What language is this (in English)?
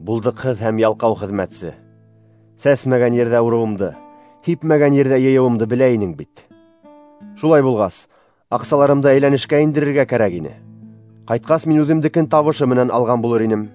Bashkir